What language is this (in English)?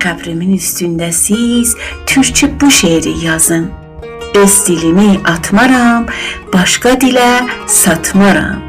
South Azerbaijani